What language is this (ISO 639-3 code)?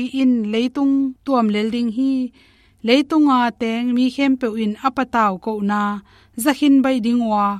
ctd